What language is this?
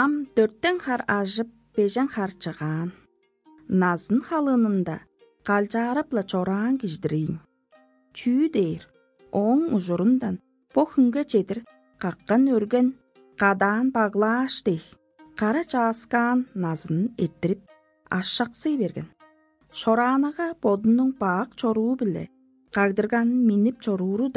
Tuvinian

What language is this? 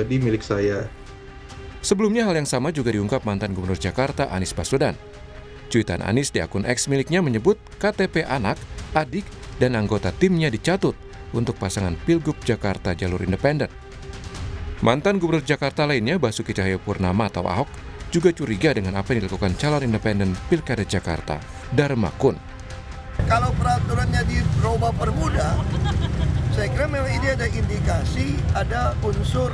Indonesian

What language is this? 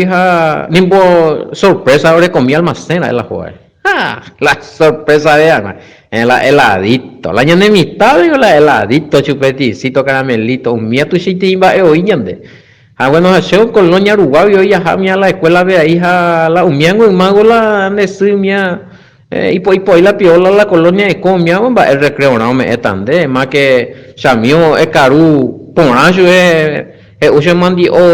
Guarani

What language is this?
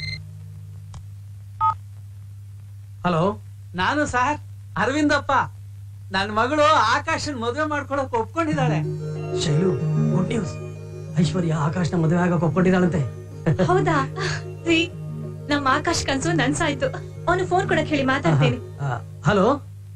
Kannada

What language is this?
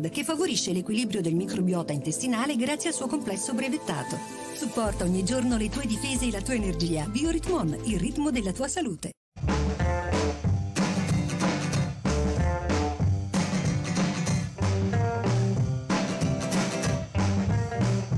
Italian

